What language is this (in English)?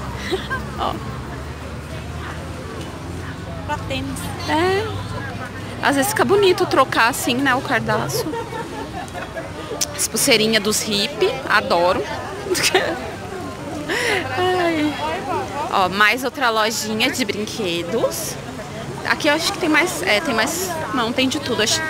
Portuguese